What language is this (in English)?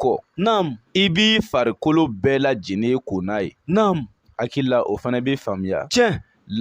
Bambara